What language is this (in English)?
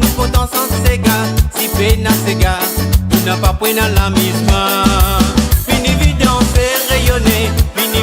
Morisyen